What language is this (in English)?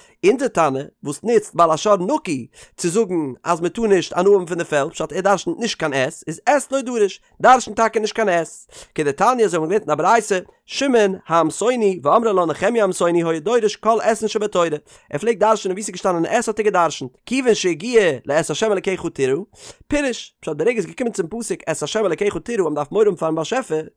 Yiddish